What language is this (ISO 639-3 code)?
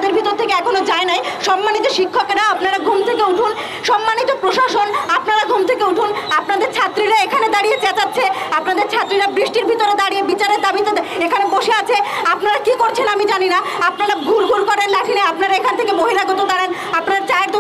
ben